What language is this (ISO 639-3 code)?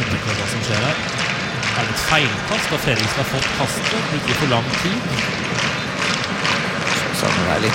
nor